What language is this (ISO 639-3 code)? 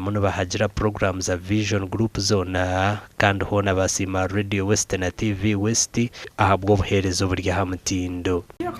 nyn